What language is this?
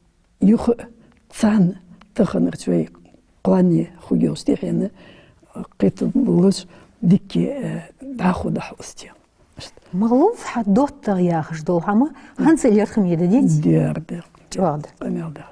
Ingush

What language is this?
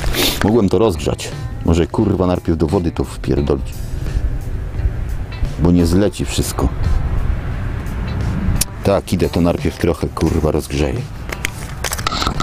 Polish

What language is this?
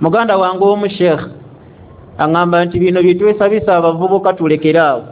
Ganda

